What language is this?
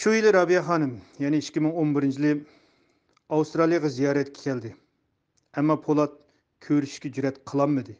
Uyghur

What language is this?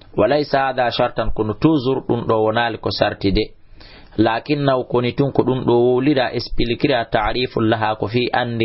Fula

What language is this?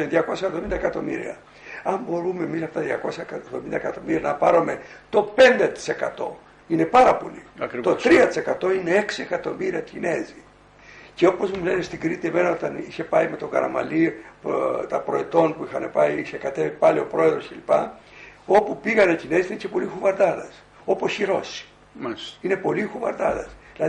Greek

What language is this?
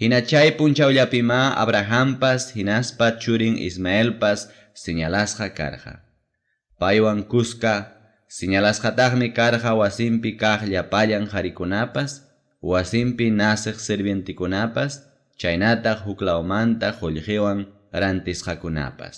Ayacucho Quechua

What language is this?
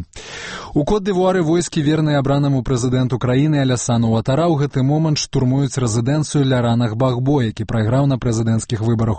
Belarusian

